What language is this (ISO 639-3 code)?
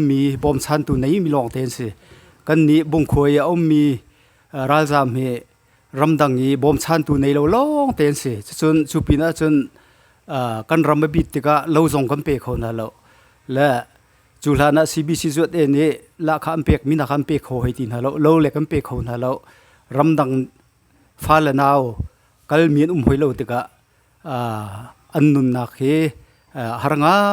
cnh